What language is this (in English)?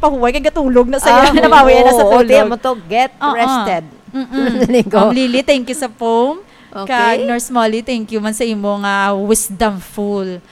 Hiligaynon